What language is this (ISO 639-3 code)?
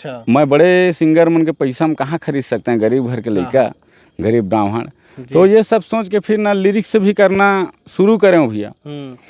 hne